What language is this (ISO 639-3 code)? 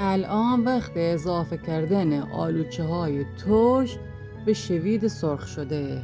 glk